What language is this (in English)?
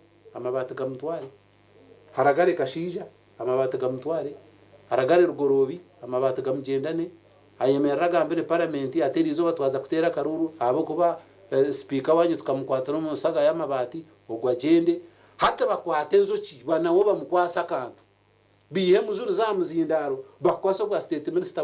Nyankole